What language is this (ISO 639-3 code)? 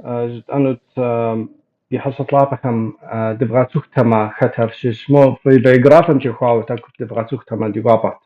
kbd